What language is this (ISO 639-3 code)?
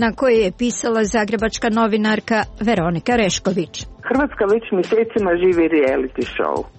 hrv